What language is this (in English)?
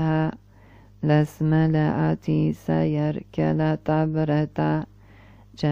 Arabic